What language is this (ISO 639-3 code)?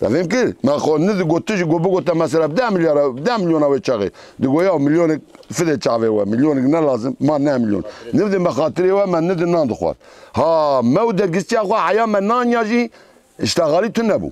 kur